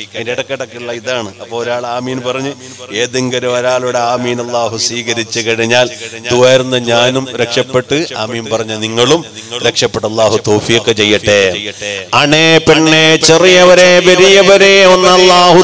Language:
Malayalam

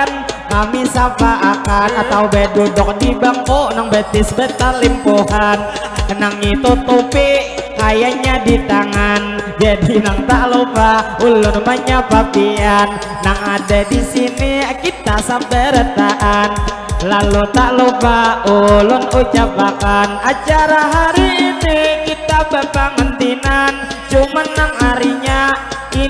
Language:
Banjar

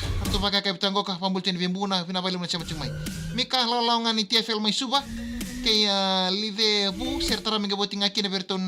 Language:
Fijian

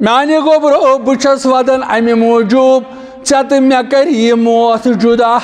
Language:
Kashmiri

